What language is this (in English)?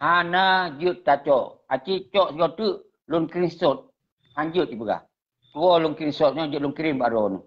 Achinese